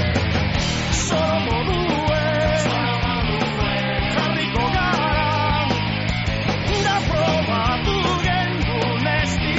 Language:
Basque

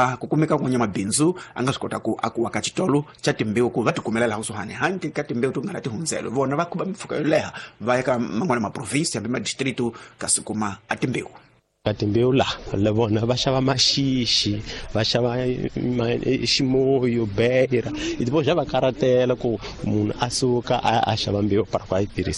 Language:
Tsonga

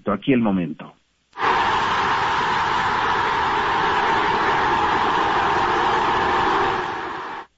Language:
Spanish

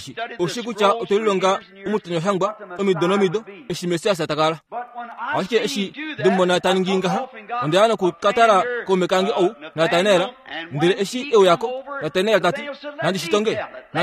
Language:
Kuanyama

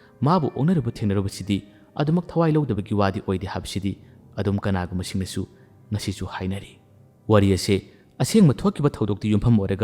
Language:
Manipuri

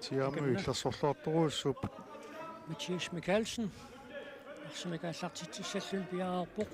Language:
Kalaallisut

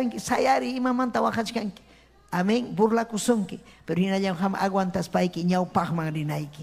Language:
Ayacucho Quechua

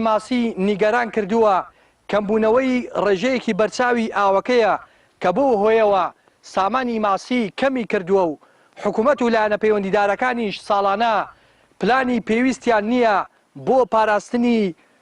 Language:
Central Kurdish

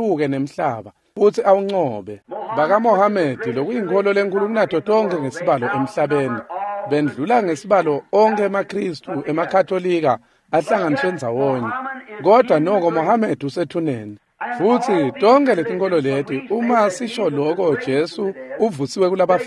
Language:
Swati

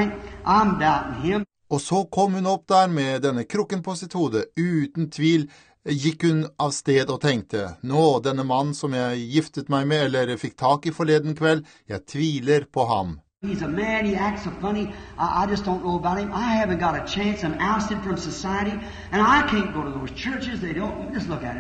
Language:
Norwegian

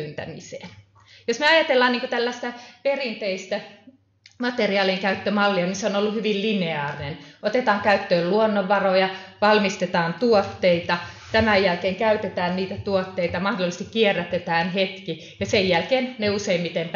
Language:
Finnish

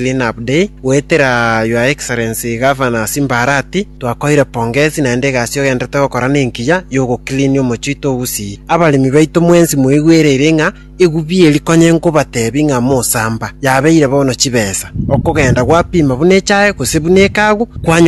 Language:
Gusii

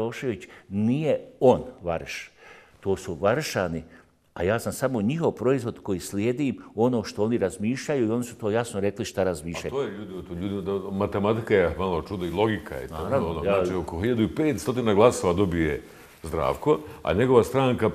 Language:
Bosnian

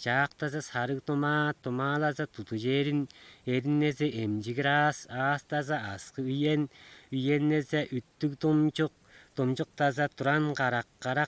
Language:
Tuvinian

